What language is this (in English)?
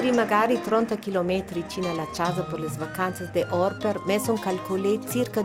Ladin